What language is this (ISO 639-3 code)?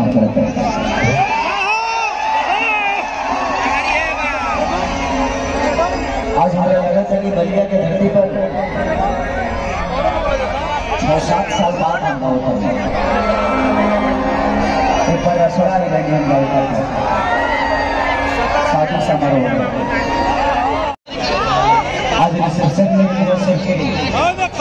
bho